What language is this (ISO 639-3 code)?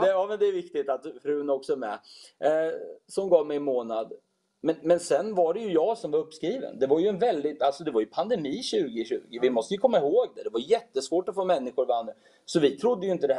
swe